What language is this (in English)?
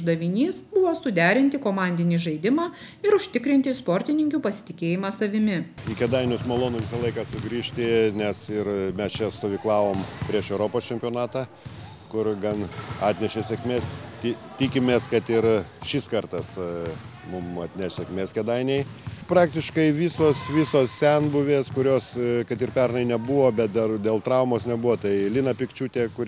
Lithuanian